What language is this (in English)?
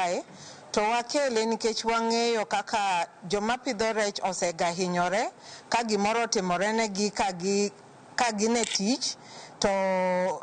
Luo (Kenya and Tanzania)